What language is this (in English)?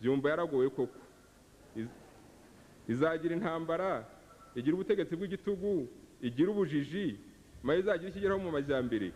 Kinyarwanda